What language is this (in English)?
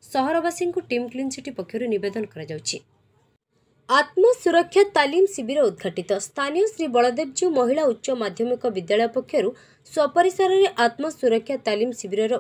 Odia